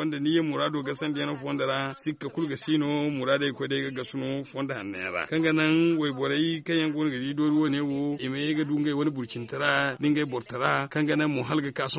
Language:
Zarma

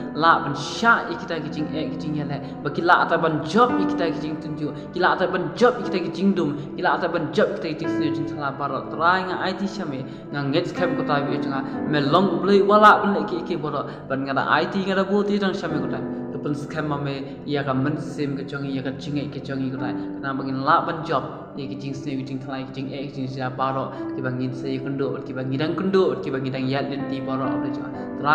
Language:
Khasi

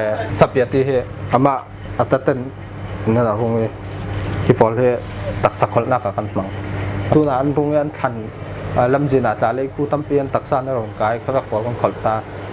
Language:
Falam Chin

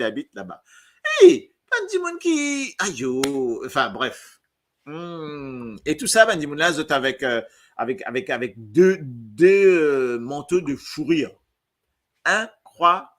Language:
Morisyen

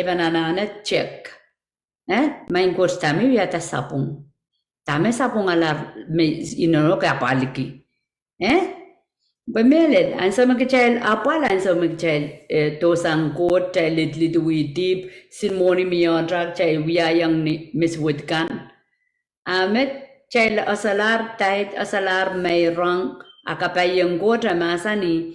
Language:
Pohnpeian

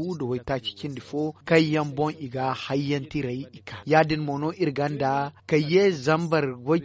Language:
Zarma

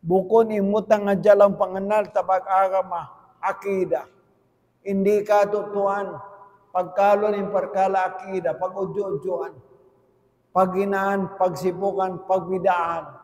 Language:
Tausug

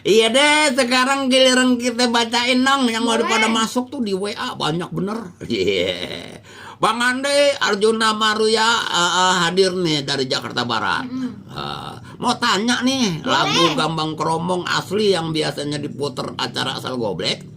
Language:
Betawi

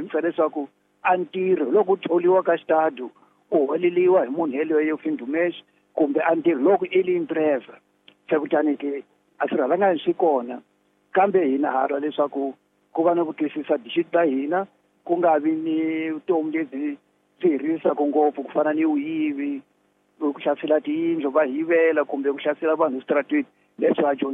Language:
Tsonga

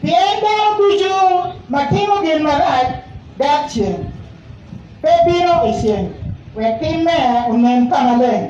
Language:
Acoli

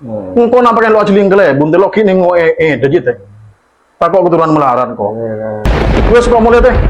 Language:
Madurese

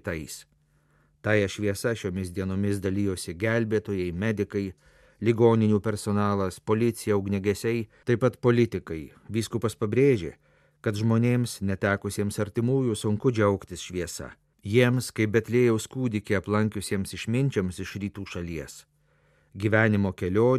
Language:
Lithuanian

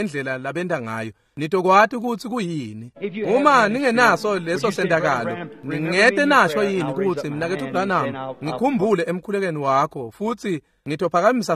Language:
Swati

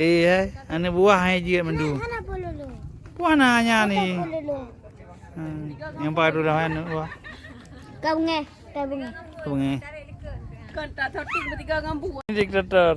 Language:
Achinese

